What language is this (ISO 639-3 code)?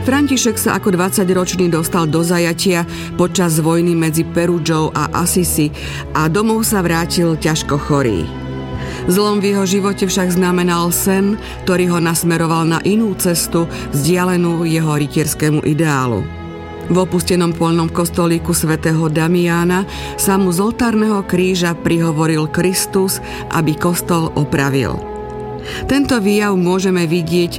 slk